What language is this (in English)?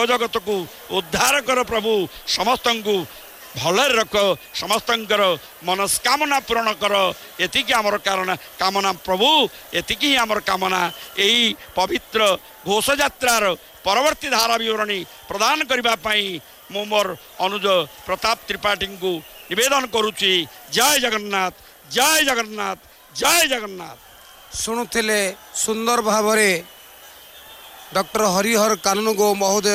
Odia